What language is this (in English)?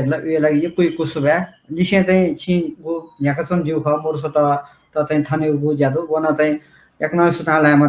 Newari